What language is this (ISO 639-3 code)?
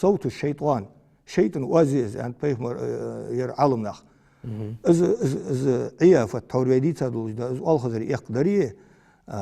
inh